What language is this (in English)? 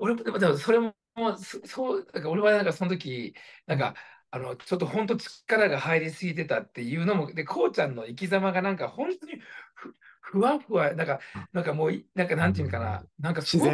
Japanese